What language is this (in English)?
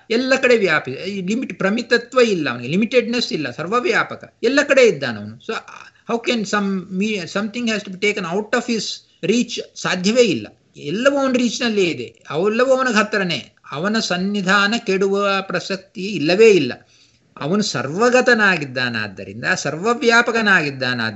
Kannada